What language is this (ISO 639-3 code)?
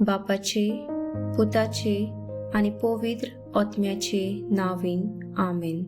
kok